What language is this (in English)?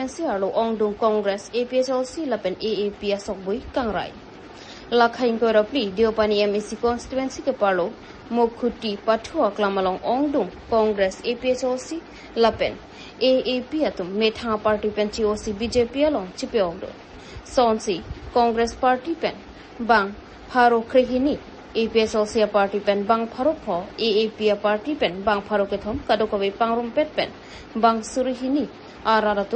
Karbi